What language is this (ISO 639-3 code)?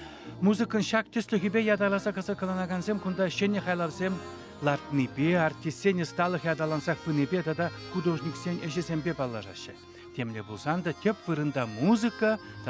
chv